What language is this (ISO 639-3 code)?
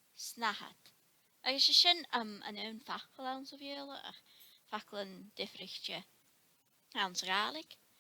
gla